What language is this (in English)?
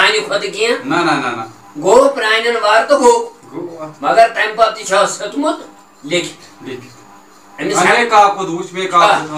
Kashmiri